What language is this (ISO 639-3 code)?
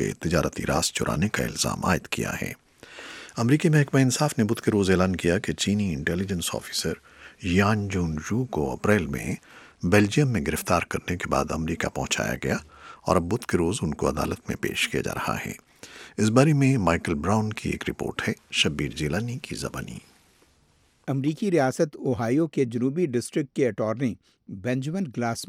urd